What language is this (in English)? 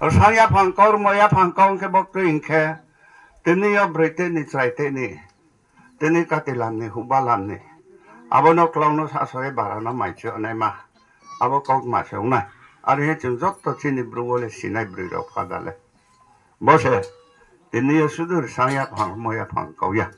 Riang (India)